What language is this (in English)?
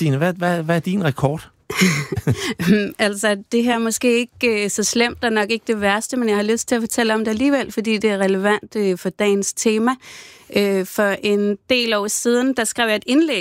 Danish